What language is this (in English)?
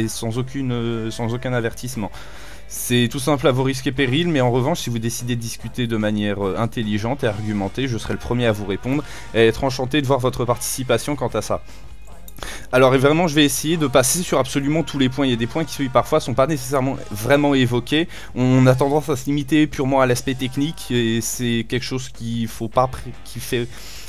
French